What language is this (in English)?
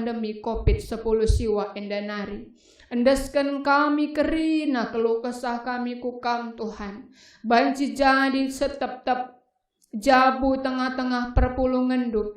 Batak Karo